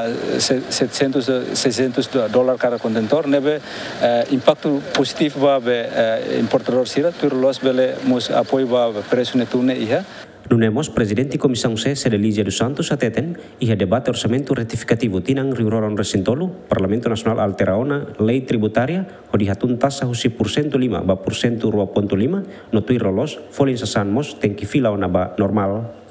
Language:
Tetum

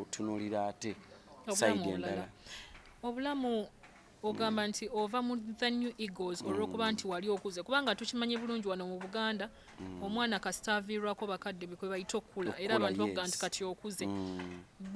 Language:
Ganda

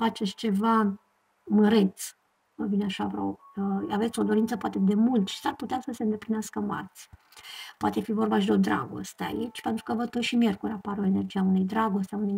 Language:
Romanian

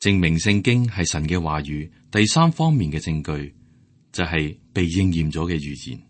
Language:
Cantonese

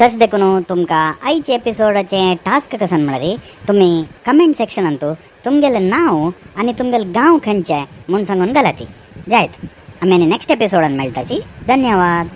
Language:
Konkani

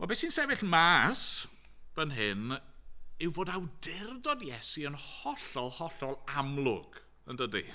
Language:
Welsh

